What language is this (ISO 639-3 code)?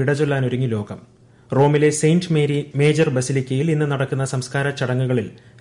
mal